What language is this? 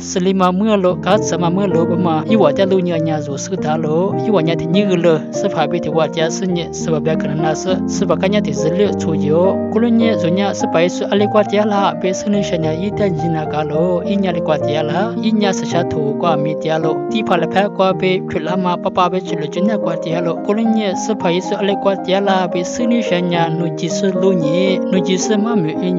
Lisu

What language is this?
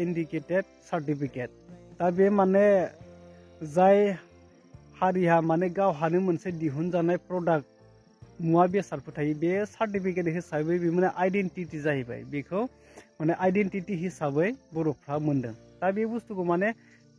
Bodo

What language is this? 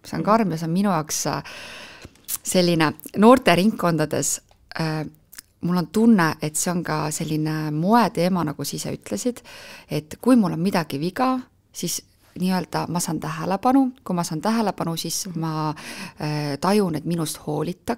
Estonian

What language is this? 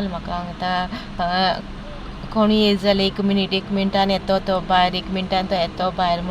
Konkani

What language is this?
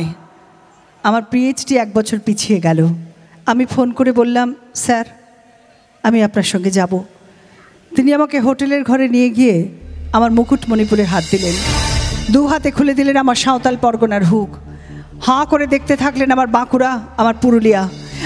Bangla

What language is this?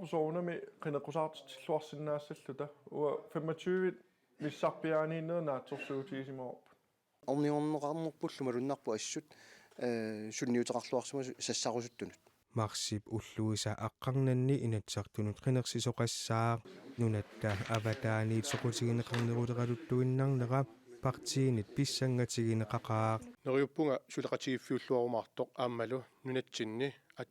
Kalaallisut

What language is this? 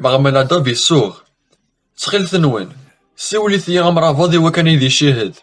Kabyle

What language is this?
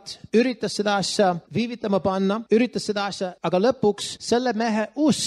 Estonian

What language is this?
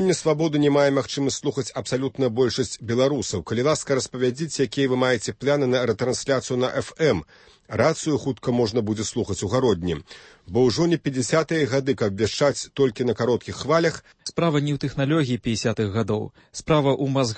Belarusian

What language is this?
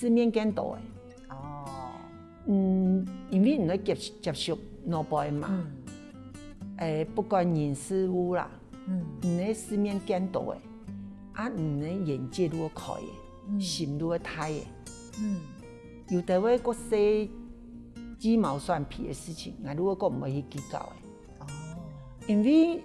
Hakka Chinese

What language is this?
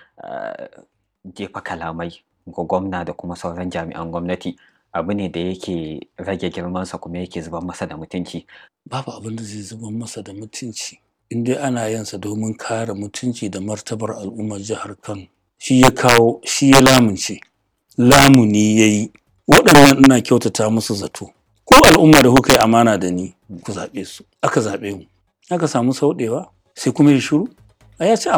Hausa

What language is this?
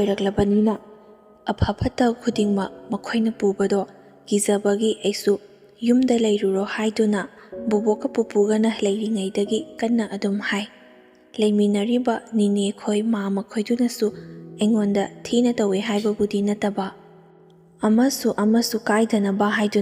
Manipuri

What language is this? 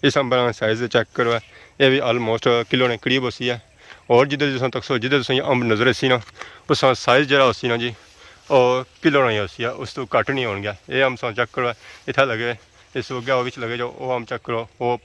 Pahari-Potwari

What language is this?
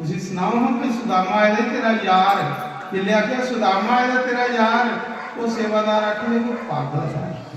Dogri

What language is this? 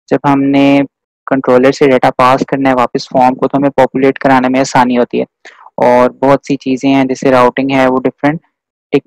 Hindi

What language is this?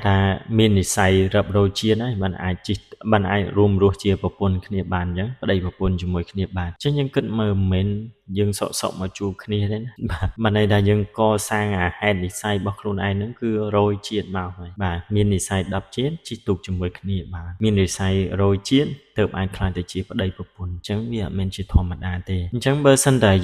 Khmer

